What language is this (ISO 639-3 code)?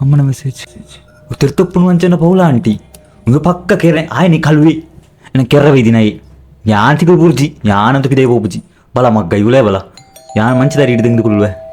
tcy